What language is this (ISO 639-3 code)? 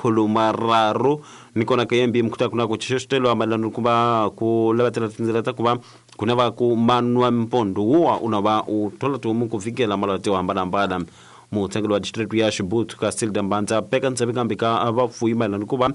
tso